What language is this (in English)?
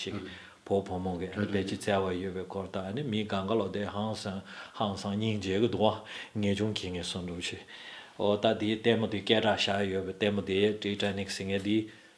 Tibetan